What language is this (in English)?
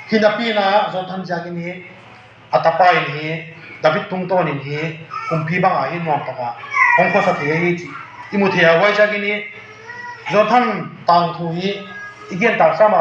Tedim Chin